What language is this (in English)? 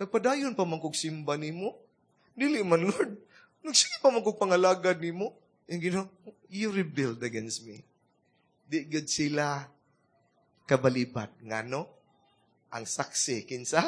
Cebuano